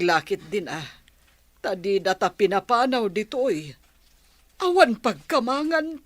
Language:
Iloko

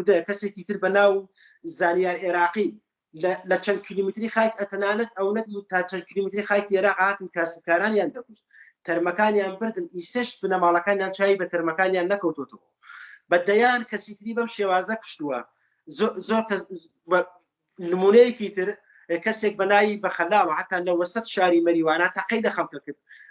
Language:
Central Kurdish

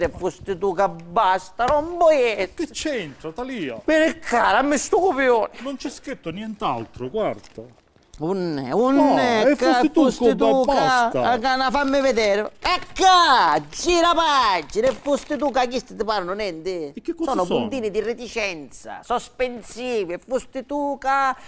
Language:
Sicilian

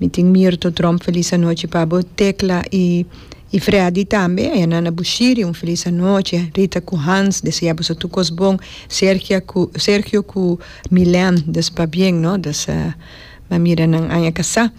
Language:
Papiamento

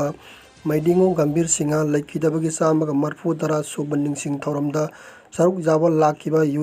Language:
Manipuri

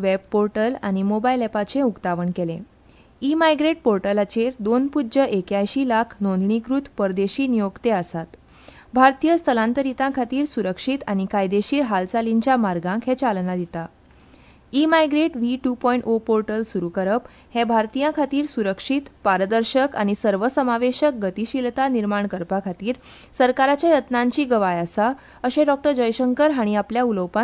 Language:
Konkani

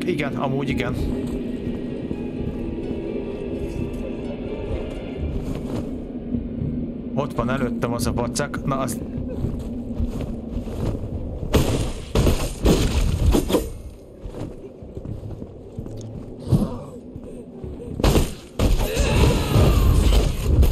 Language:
Hungarian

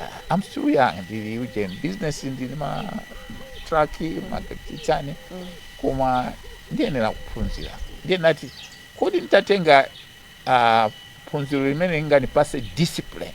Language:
Nyanja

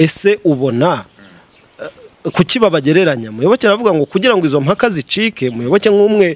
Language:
Kinyarwanda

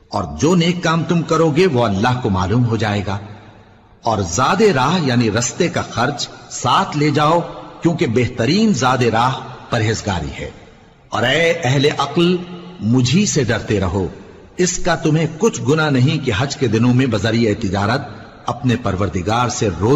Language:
Urdu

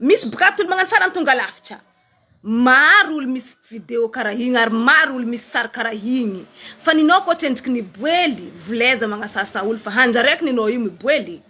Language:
Malagasy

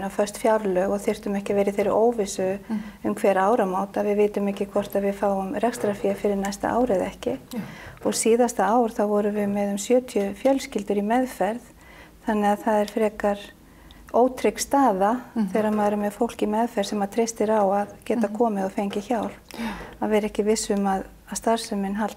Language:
Icelandic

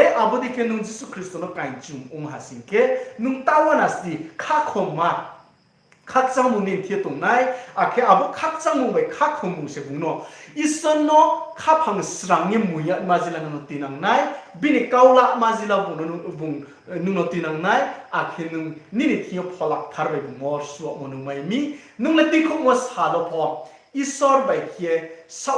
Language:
Riang (India)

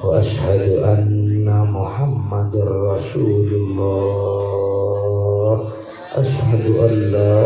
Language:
Madurese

